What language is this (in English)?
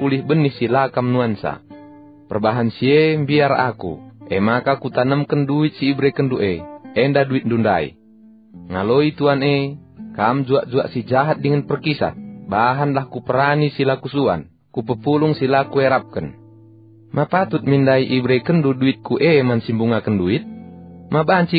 Batak Karo